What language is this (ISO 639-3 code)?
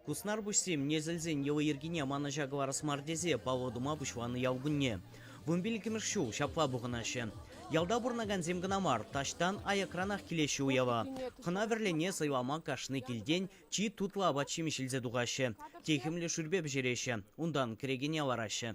chv